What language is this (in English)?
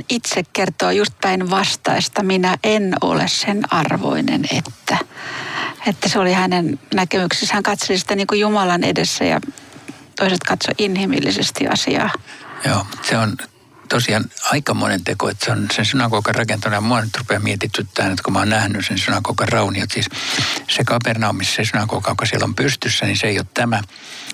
Finnish